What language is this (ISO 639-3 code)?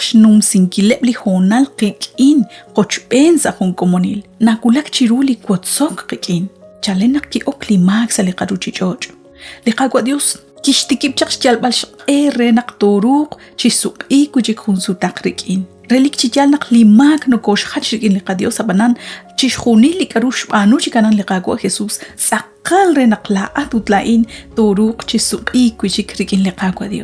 kek